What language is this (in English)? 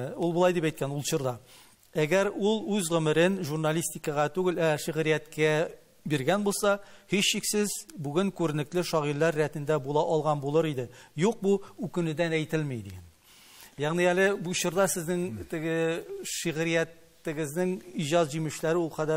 Tatar